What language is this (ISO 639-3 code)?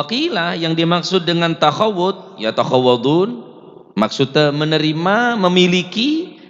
mad